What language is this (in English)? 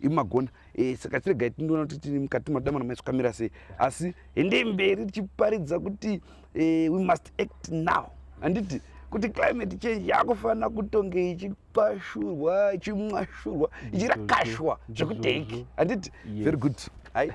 Shona